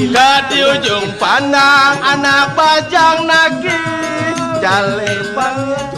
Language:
Balinese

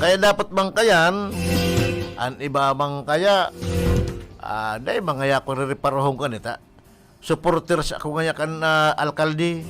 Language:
Bikol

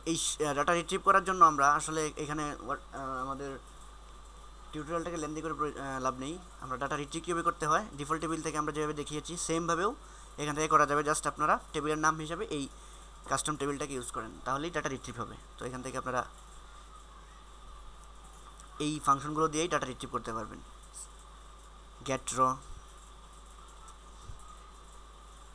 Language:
Bangla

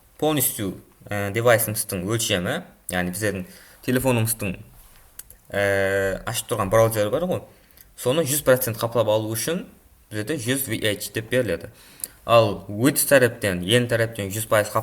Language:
Kara-Kalpak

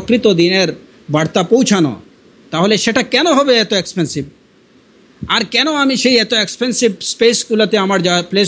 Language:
Bangla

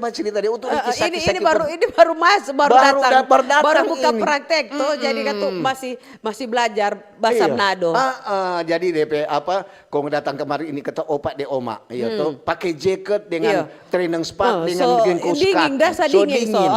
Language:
Manado Malay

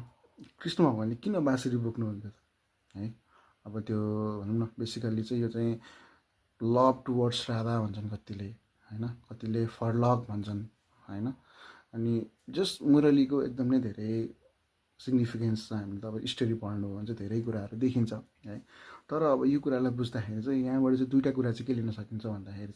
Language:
Nepali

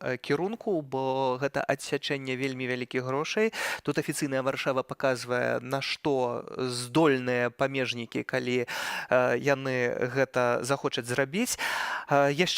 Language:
Belarusian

